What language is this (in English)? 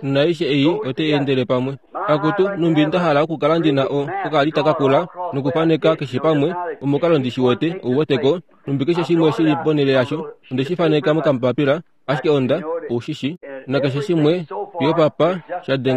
Kuanyama